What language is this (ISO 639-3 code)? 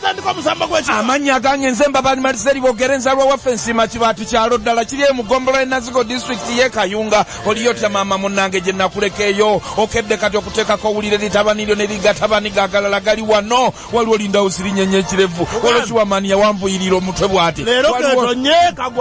lug